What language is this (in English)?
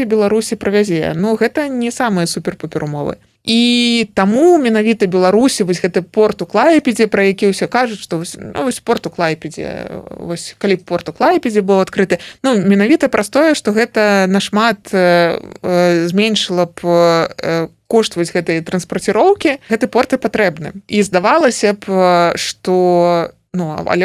Belarusian